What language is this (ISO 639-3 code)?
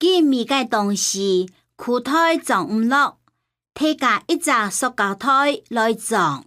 hak